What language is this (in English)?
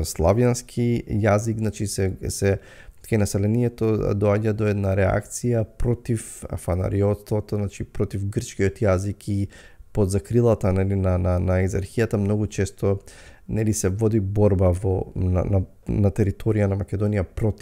Macedonian